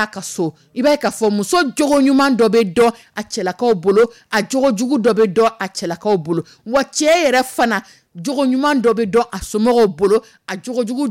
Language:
Dyula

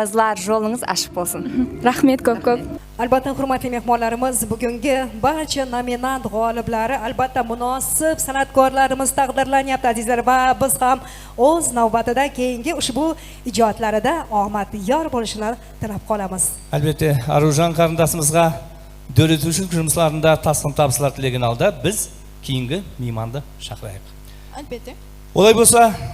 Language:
Kara-Kalpak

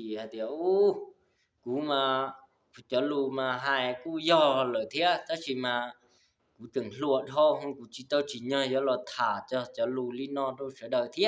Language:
Hmong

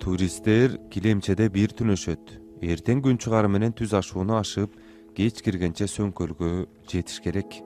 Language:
Kyrgyz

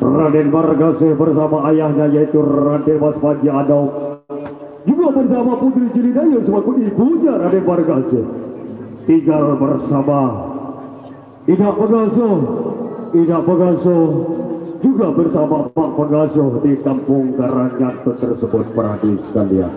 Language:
Sasak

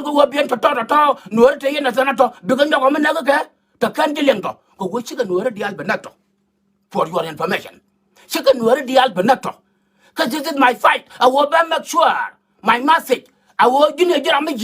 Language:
Nuer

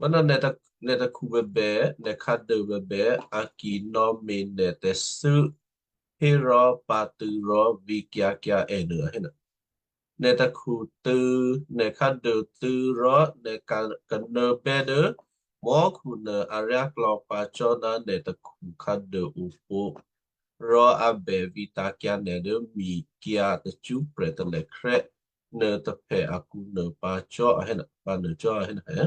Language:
Western Kayah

